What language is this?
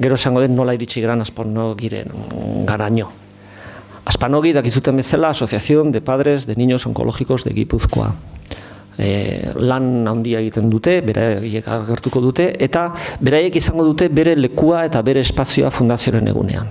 Basque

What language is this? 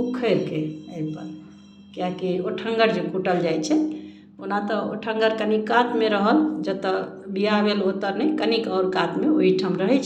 Maithili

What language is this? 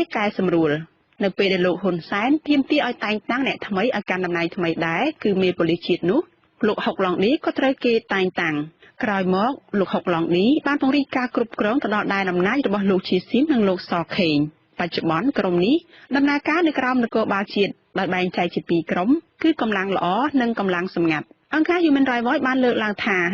Khmer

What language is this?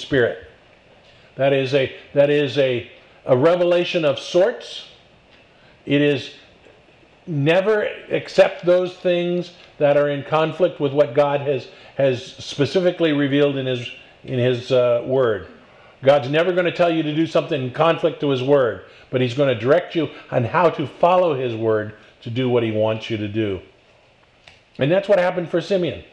English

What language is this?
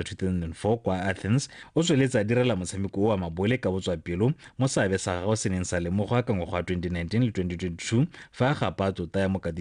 Tswana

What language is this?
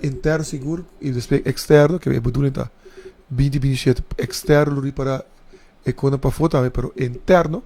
Papiamento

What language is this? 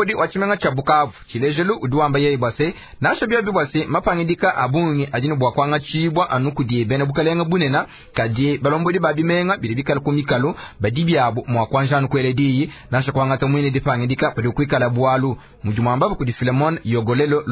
Luba-Lulua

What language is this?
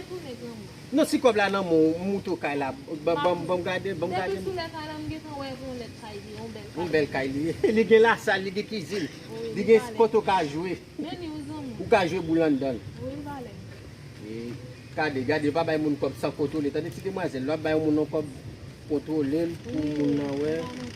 Haitian Creole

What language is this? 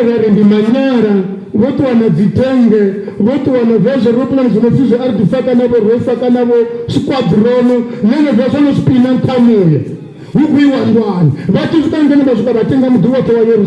Venda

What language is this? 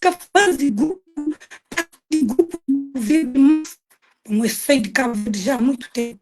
Kabuverdianu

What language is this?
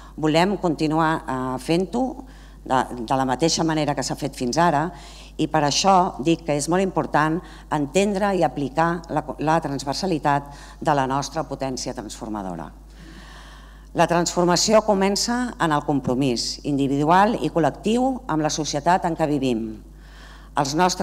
Catalan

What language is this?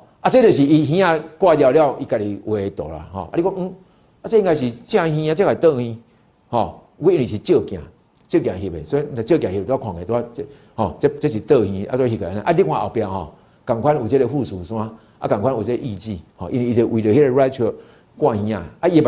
Min Nan Chinese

